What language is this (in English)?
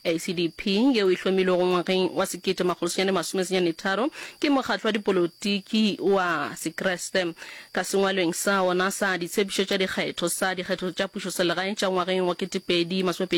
Northern Sotho